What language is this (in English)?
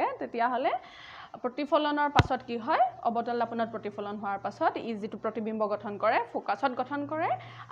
Assamese